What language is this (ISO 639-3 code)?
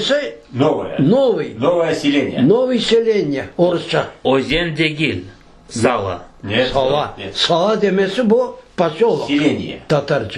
crh